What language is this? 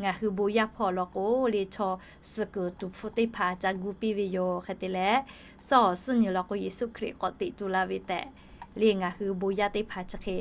Lahu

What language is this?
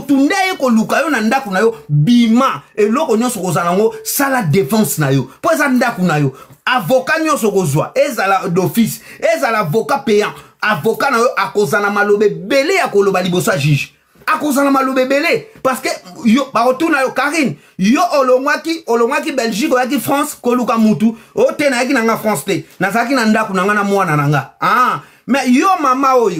Lingala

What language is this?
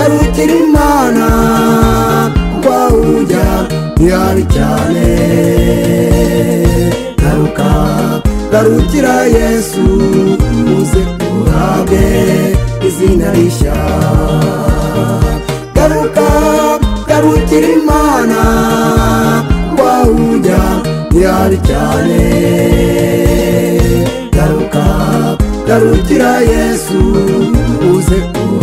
Kinyarwanda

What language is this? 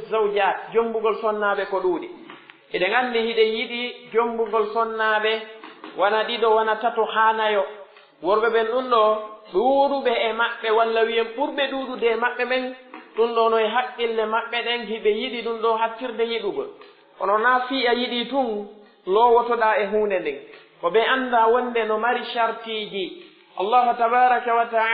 Pular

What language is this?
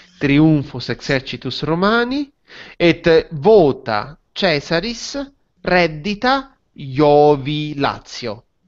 Latin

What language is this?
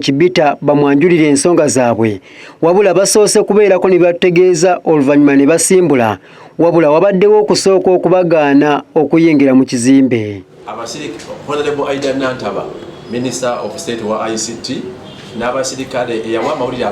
Ganda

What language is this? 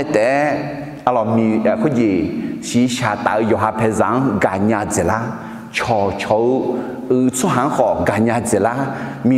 Akha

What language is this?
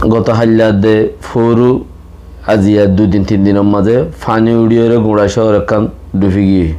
Rohingya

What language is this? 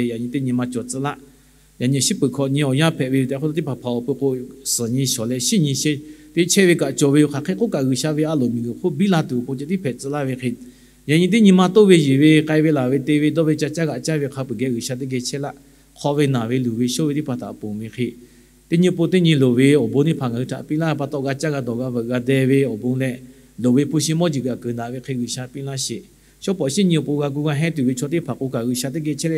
Lahu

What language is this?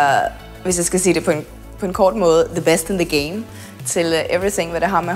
Danish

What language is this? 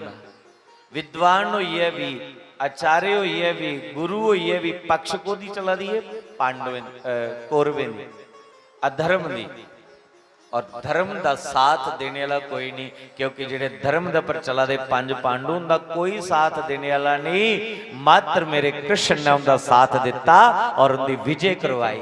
Dogri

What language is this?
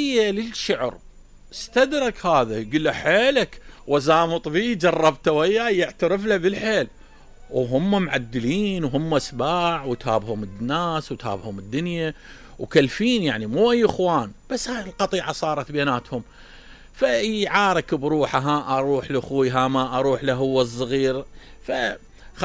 Mesopotamian Arabic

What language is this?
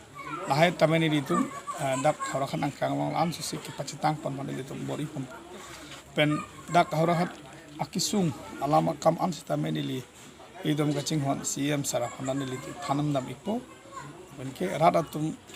Karbi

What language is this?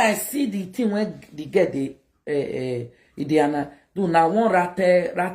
Nigerian Pidgin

